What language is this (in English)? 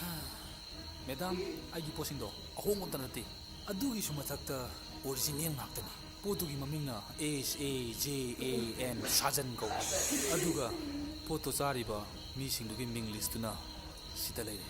Manipuri